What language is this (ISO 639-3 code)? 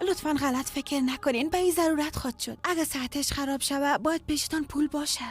fas